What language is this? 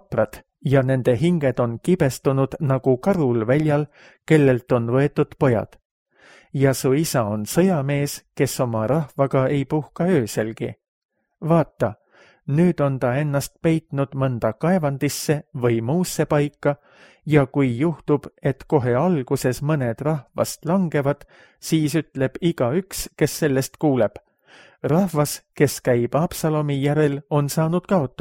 Estonian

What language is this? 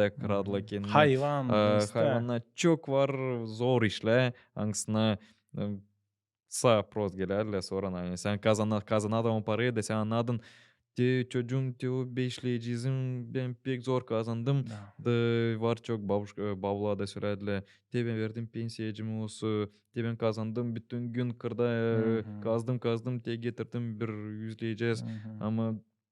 Gagauz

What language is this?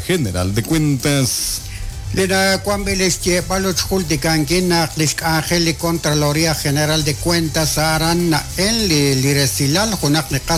Kekchí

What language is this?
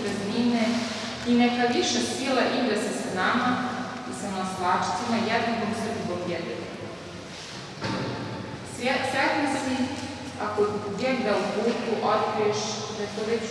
Serbian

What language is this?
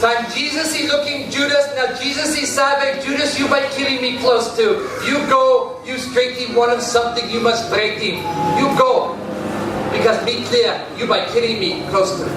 Tok Pisin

